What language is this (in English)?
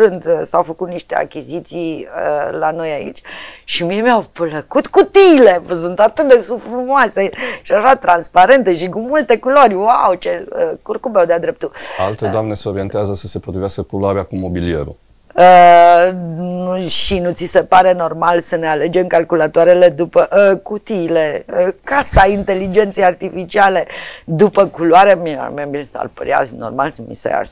Romanian